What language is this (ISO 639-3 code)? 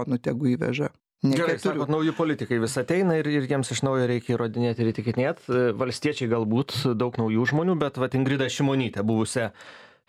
lit